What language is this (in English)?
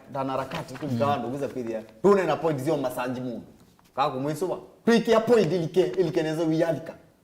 Kamba